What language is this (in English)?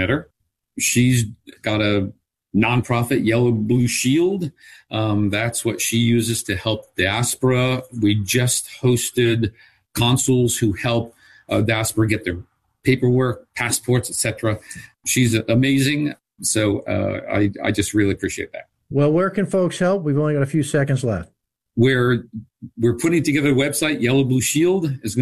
English